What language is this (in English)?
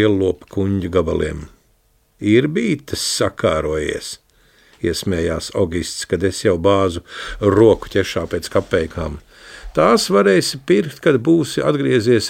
Latvian